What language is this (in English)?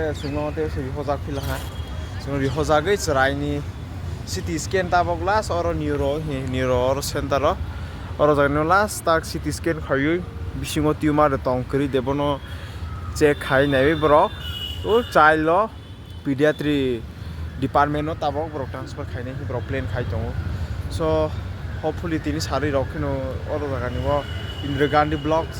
Kok Borok